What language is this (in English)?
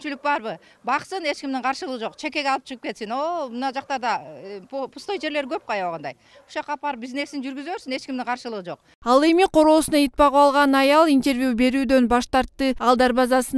Kyrgyz